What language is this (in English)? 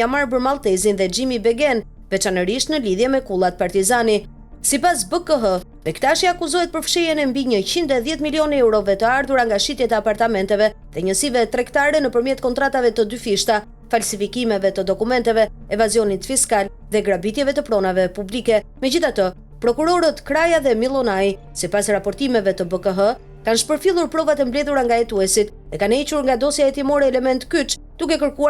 Albanian